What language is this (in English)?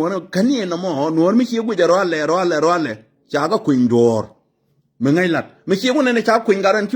Nuer